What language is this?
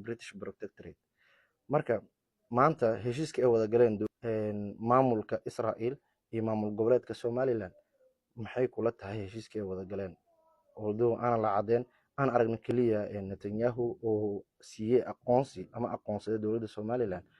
Somali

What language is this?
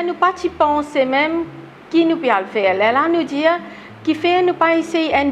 Morisyen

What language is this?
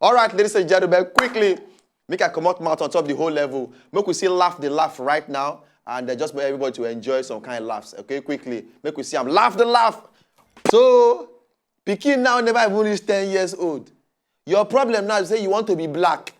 Nigerian Pidgin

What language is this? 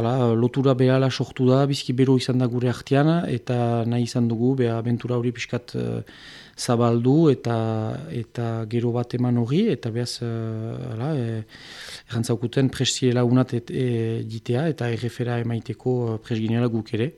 Basque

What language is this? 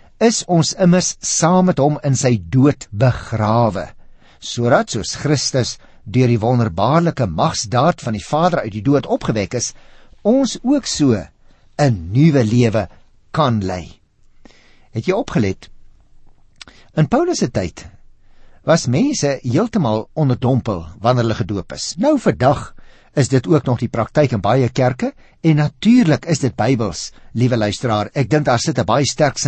Afrikaans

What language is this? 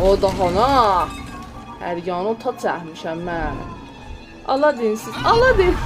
South Azerbaijani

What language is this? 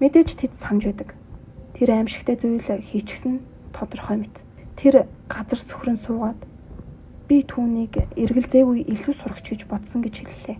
Mongolian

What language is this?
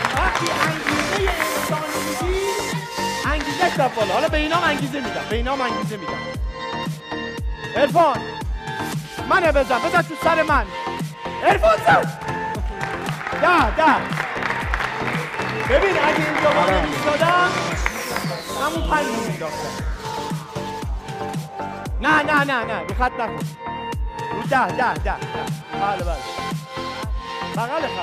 Persian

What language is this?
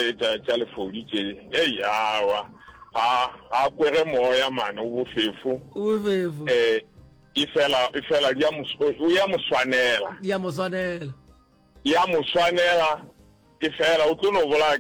Northern Sotho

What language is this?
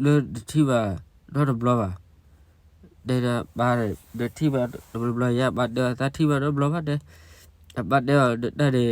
S'gaw Karen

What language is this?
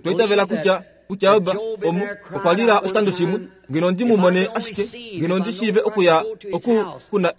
Kuanyama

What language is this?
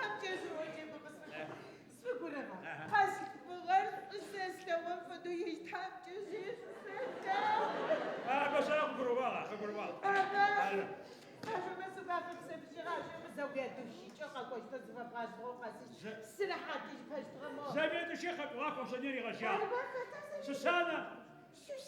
Adyghe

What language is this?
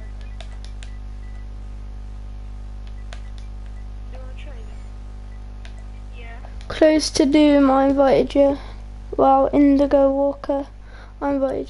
English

